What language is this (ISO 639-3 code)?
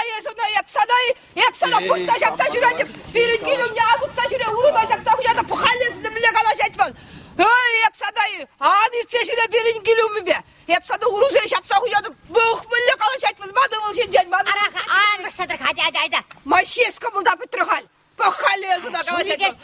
chv